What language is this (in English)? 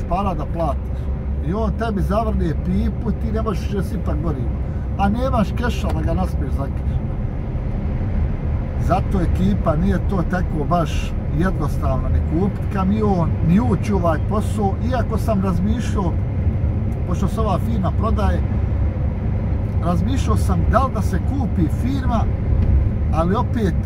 Bosnian